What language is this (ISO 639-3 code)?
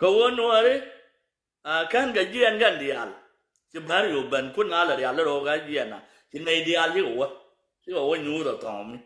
nus